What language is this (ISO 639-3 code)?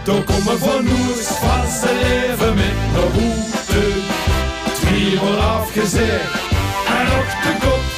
lim